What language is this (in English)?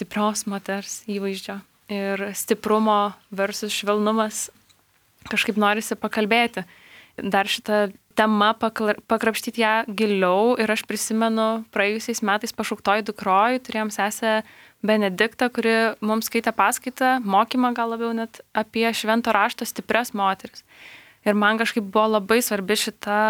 Lithuanian